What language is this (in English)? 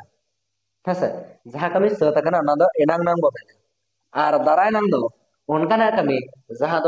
Santali